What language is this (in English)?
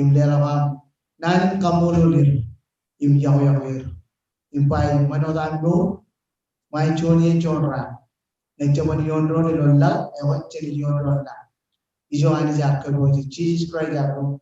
Marshallese